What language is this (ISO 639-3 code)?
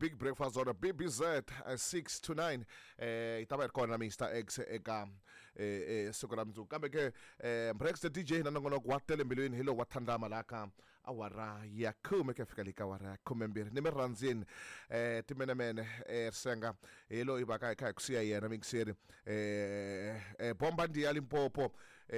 tso